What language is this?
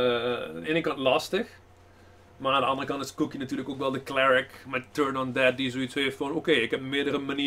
Dutch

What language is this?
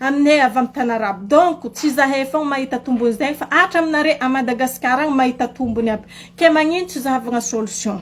Malagasy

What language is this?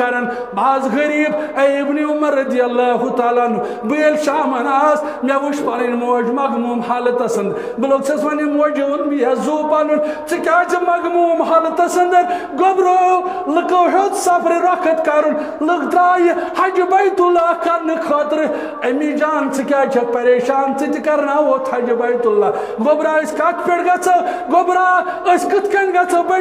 Kashmiri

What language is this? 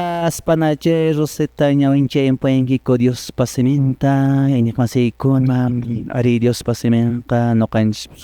Quechua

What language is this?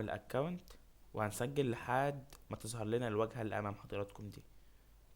Egyptian Arabic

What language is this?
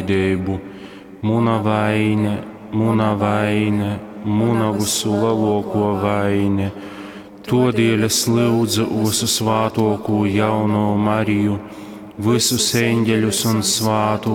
Latgalian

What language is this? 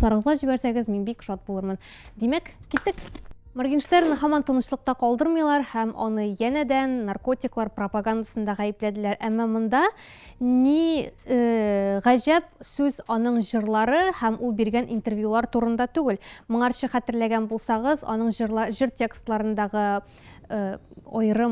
Tatar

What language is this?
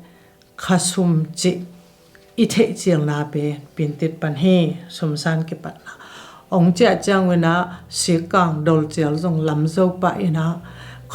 Tedim Chin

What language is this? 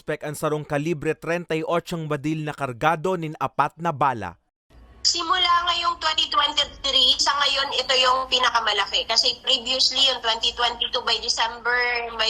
Bikol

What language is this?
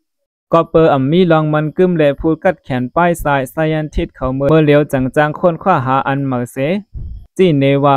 Shan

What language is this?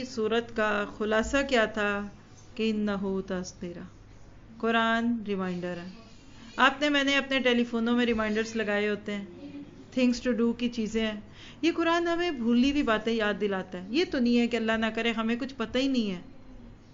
Urdu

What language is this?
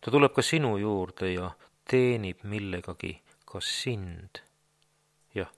Estonian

